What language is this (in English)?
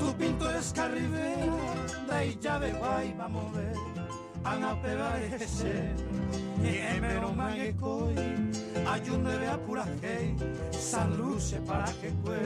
Guarani